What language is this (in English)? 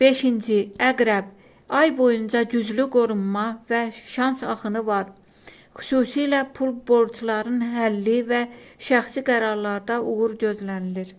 Azerbaijani